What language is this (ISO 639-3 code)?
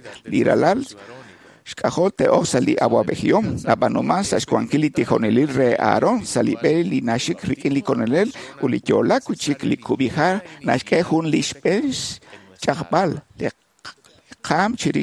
kek